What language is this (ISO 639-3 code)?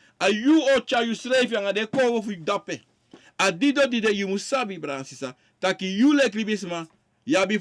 srn